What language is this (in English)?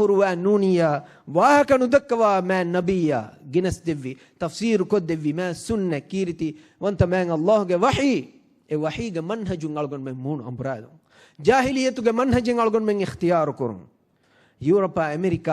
Divehi